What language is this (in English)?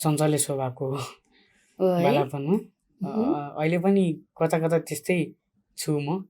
Nepali